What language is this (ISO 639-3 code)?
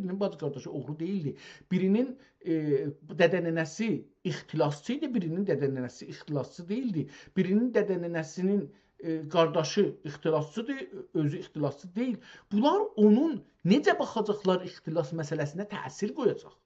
azb